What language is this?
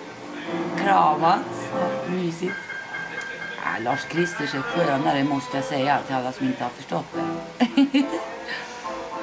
Swedish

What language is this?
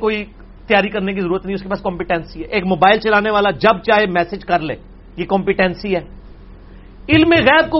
Urdu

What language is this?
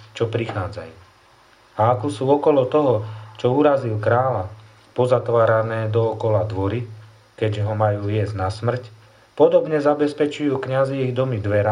Slovak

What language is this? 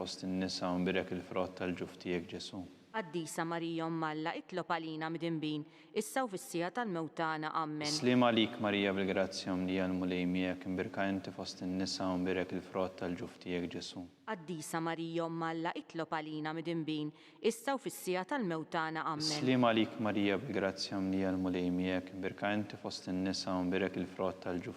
Maltese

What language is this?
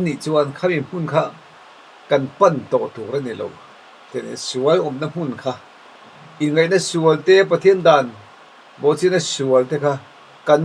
Mizo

